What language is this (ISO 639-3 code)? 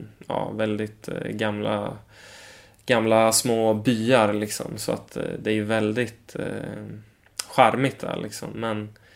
swe